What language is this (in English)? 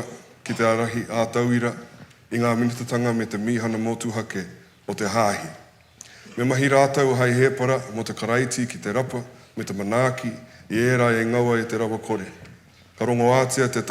Māori